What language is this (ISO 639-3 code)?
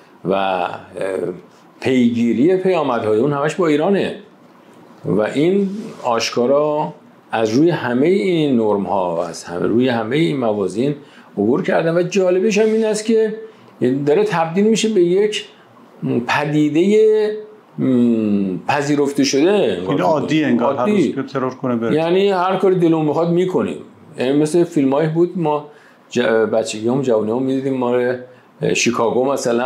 fas